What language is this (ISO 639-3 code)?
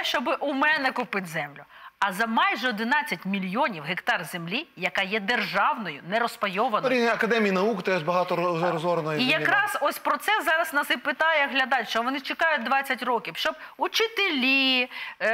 ukr